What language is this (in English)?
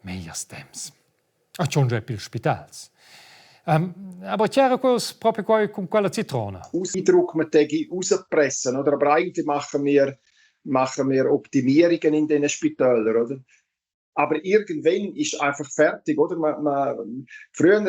Romansh